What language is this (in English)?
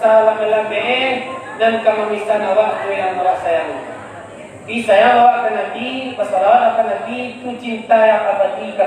Minangkabau